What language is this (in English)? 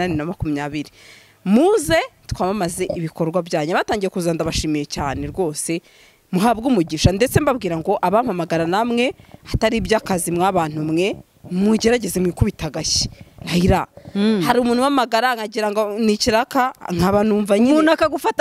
Kinyarwanda